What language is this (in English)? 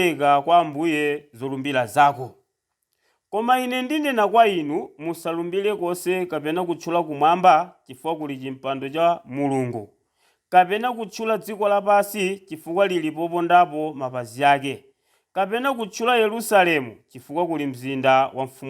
Nyanja